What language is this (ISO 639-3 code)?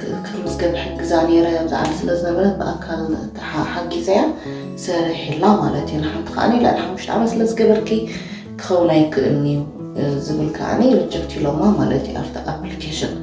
tir